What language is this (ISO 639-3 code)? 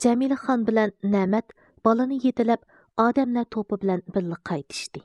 uig